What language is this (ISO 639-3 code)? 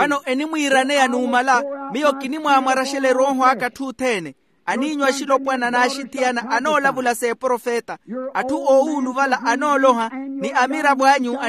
vmw